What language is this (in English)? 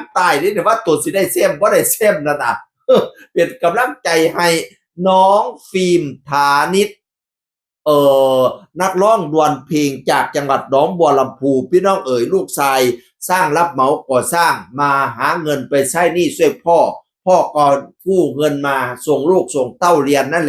Northeastern Thai